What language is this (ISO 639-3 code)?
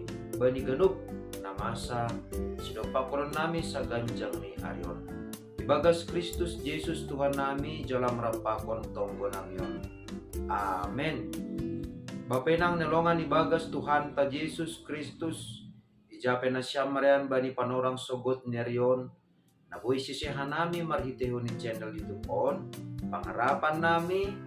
bts